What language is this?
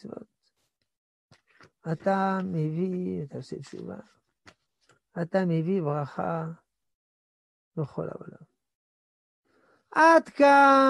Hebrew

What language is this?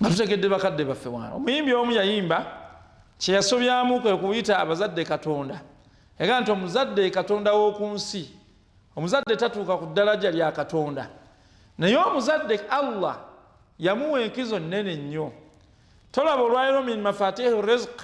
Ganda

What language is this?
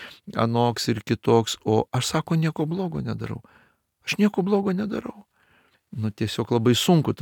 Lithuanian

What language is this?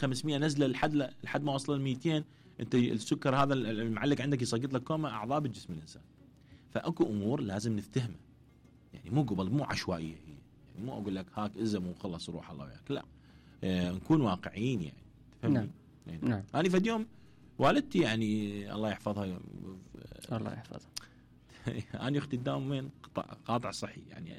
Mesopotamian Arabic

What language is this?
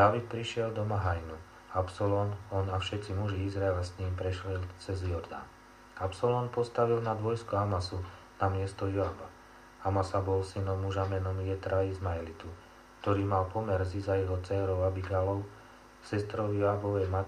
Slovak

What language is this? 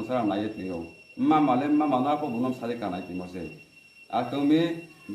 Riang (India)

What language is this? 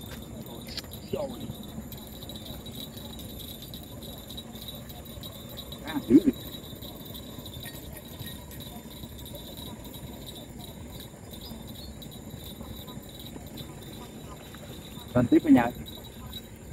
Vietnamese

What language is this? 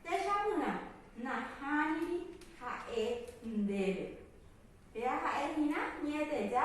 Guarani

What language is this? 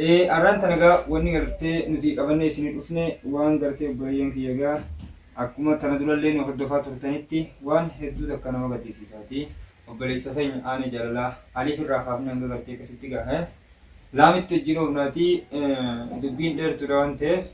Oromo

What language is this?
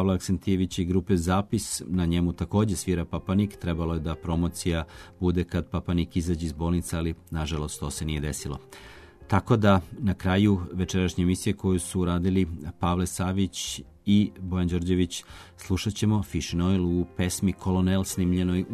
Serbian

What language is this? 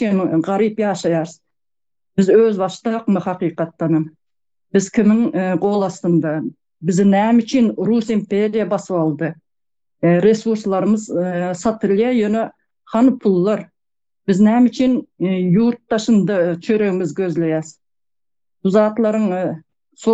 Turkmen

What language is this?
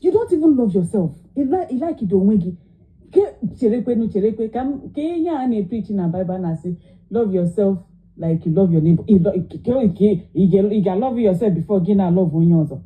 Igbo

